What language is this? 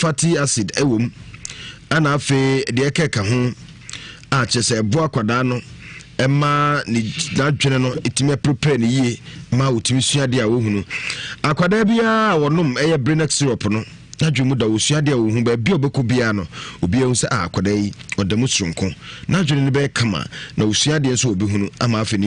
Akan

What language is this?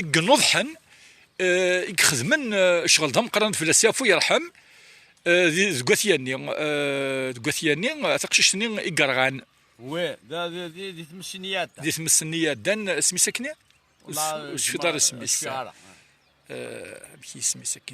Kabyle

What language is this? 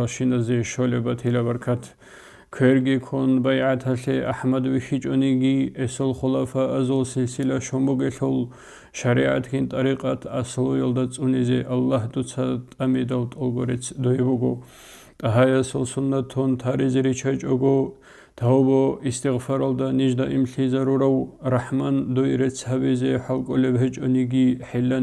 Avaric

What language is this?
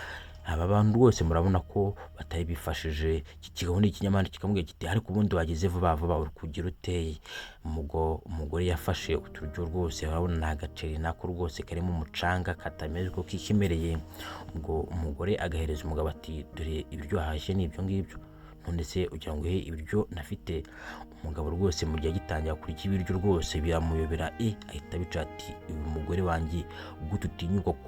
Kinyarwanda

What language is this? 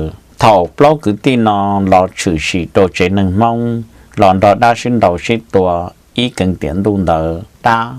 Hmong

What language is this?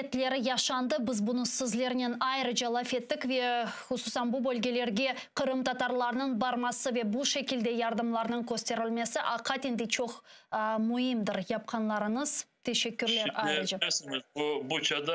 Crimean Tatar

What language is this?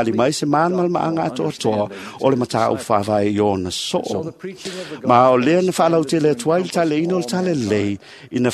Samoan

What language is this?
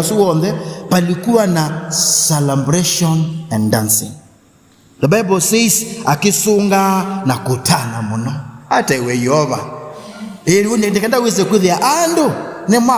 Kamba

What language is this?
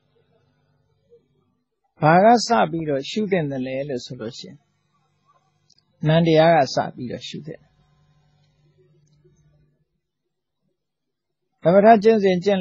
Burmese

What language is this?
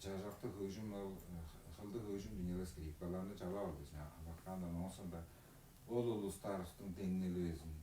Tuvinian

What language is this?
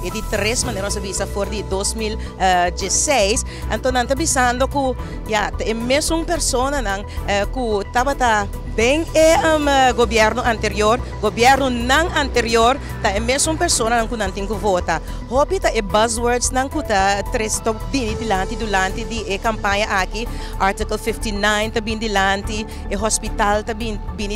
Papiamento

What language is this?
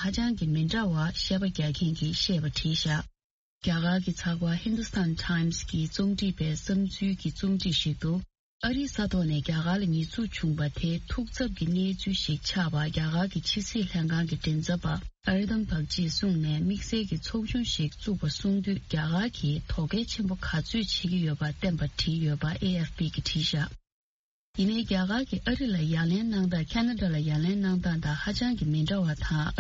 Tibetan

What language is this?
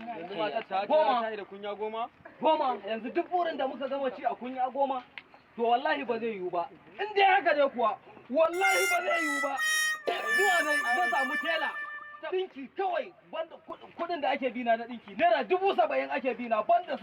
Hausa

